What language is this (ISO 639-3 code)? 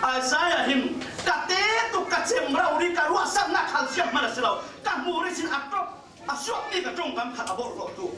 cfm